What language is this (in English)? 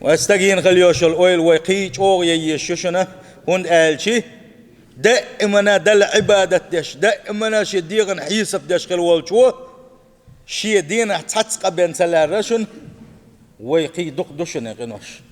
Chechen